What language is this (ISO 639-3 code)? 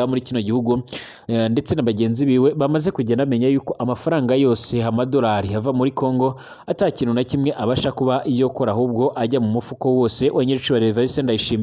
run